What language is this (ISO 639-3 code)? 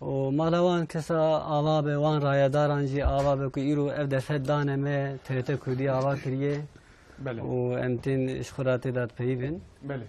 kur